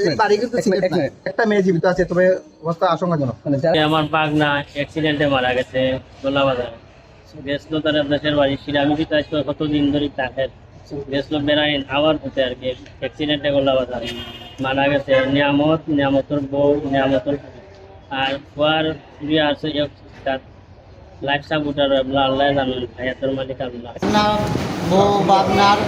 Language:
Sylheti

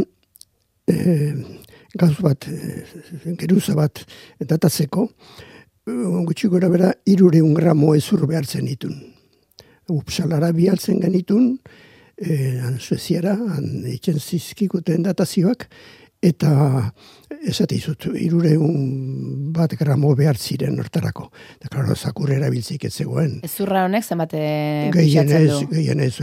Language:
Basque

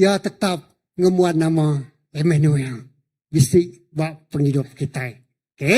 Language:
Iban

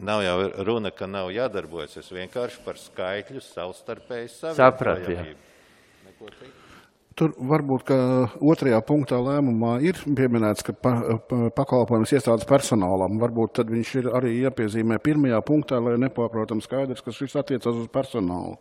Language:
Latvian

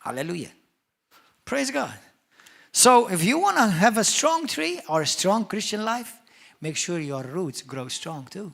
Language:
English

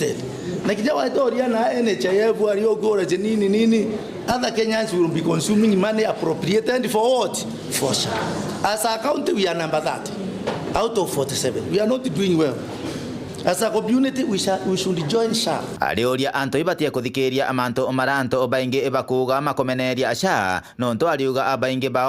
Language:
Meru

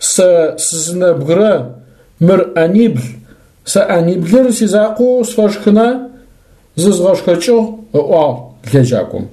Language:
Adyghe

